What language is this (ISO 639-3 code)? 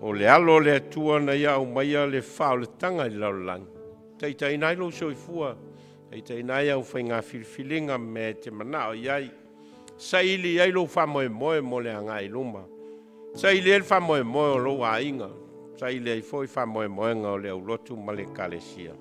smo